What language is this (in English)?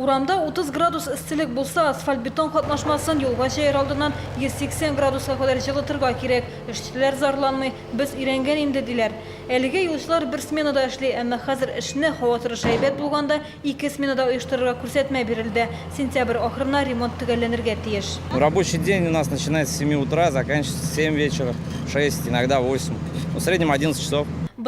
Tatar